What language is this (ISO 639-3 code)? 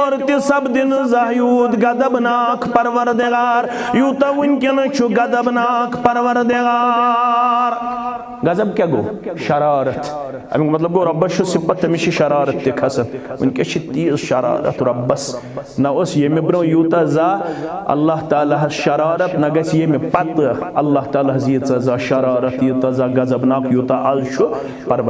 kas